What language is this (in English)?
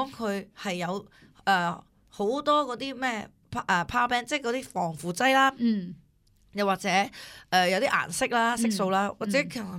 Cantonese